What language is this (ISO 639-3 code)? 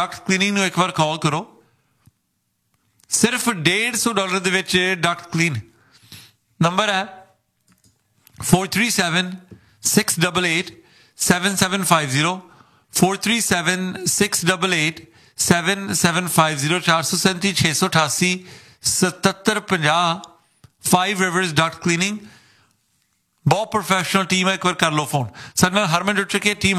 pan